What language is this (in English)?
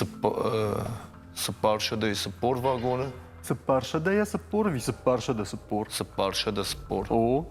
Ossetic